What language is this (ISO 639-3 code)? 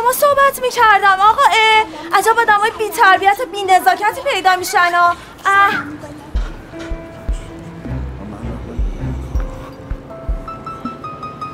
fas